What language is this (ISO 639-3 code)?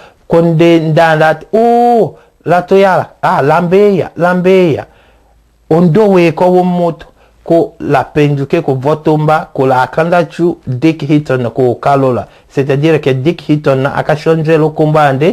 tll